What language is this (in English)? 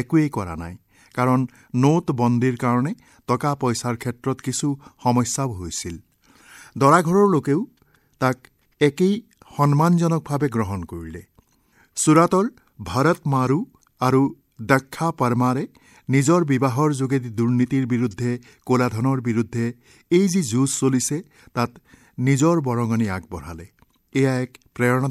Assamese